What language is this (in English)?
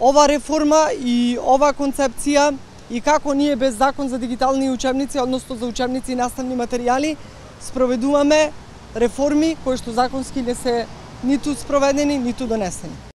Macedonian